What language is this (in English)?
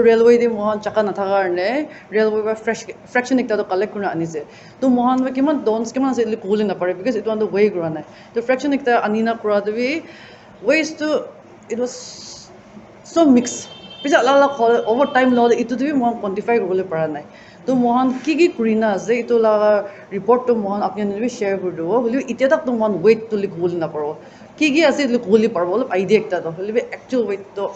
Naga Pidgin